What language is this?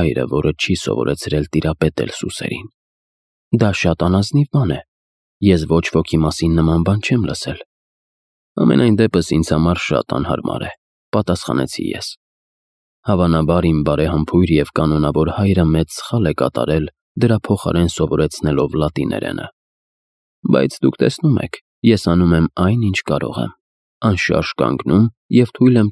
Armenian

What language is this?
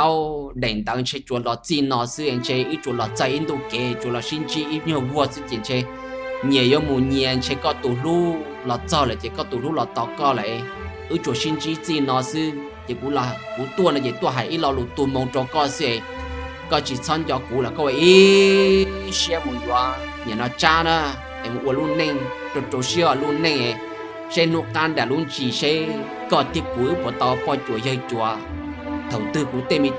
Hmong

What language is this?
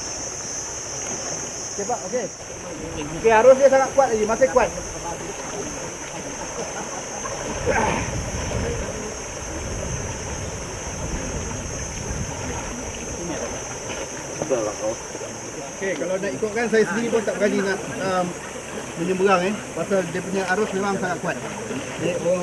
Malay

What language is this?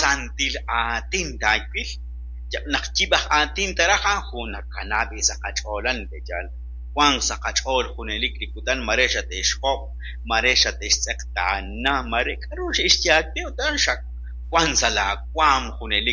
Kekchí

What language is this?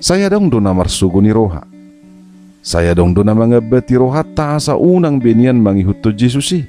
Batak Toba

